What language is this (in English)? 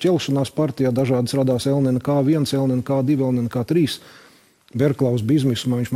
Latvian